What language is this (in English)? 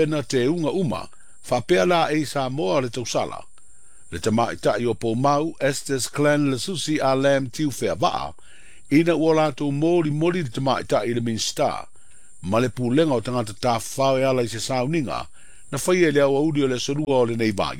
Samoan